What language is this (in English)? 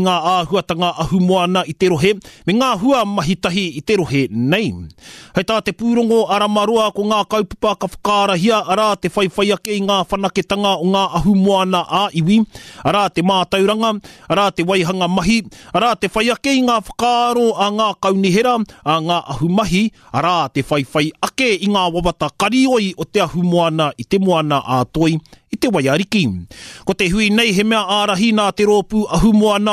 Māori